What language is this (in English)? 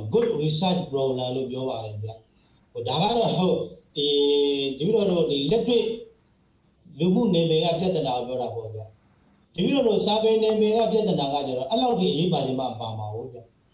Burmese